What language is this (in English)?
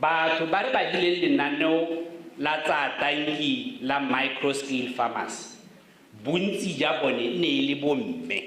Tswana